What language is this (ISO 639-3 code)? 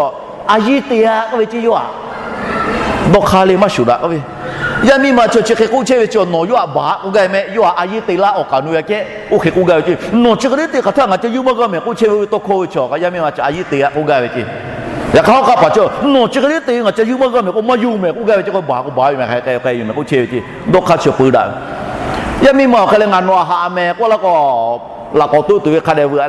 lhu